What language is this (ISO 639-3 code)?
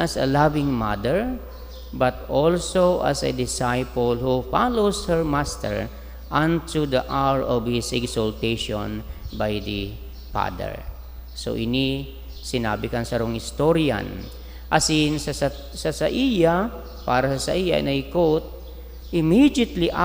bik